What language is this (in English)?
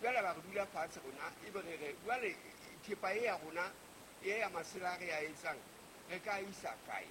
Southern Sotho